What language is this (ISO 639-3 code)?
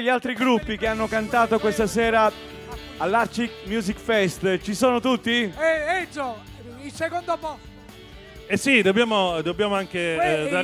ita